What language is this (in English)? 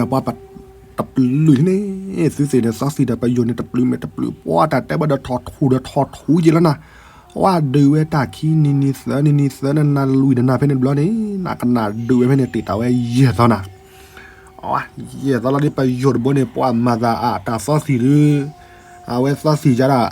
S'gaw Karen